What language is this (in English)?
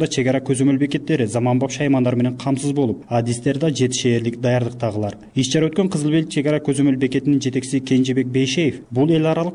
Kyrgyz